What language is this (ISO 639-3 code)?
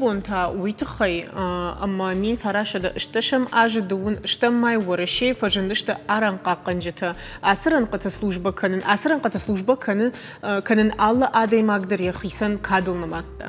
oss